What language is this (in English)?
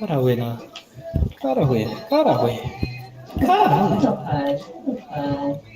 Māori